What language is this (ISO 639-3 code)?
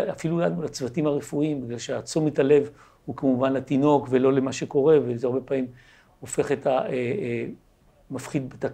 heb